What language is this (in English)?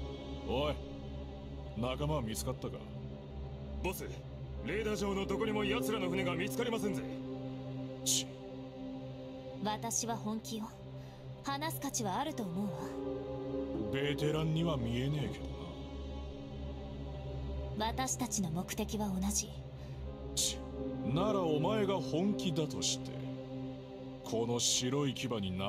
Japanese